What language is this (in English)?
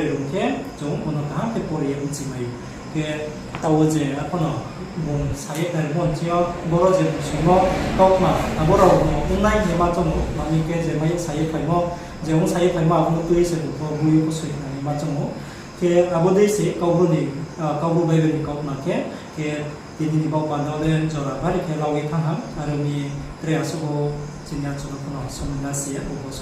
Riang (India)